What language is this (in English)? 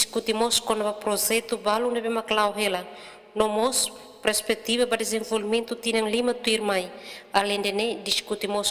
Tetum